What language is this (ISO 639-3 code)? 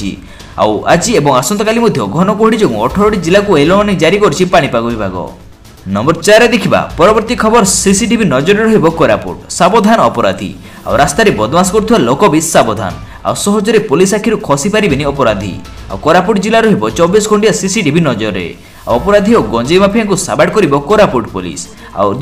ori